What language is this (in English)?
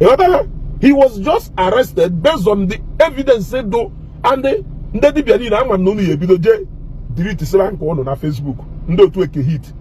Igbo